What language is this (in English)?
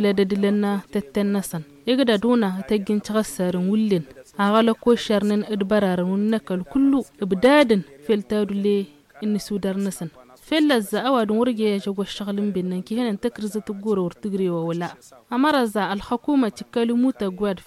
Tamasheq